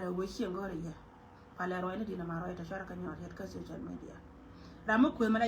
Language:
Nuer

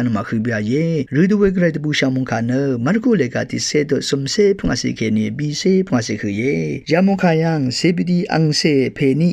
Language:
Rawang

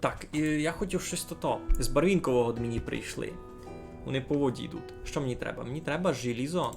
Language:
Rusyn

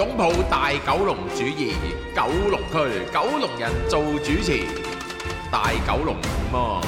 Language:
Cantonese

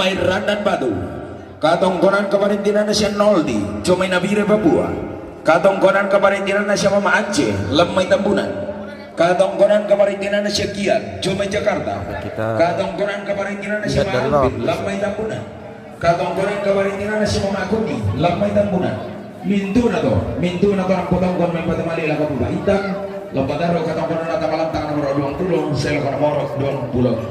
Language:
Toraja-Sa'dan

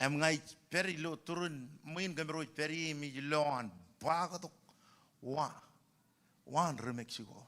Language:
Marshallese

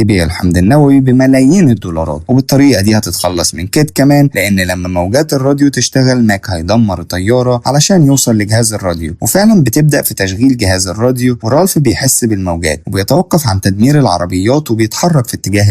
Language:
Egyptian Arabic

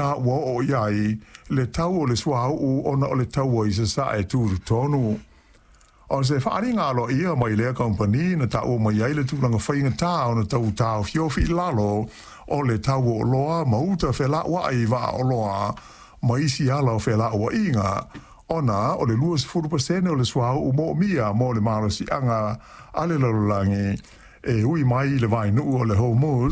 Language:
Samoan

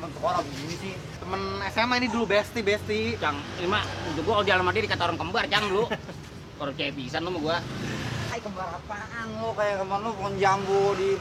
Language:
Betawi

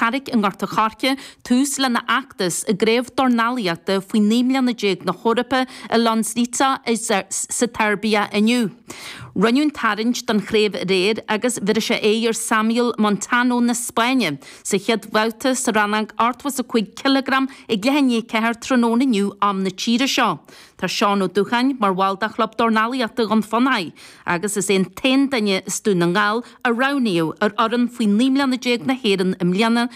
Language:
Irish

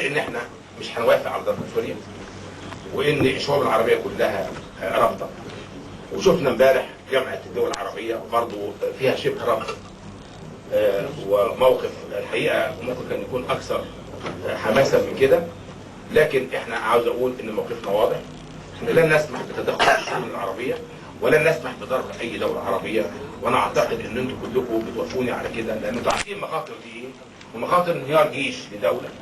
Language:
Egyptian Arabic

